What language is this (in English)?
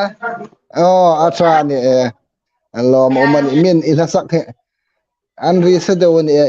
Hmar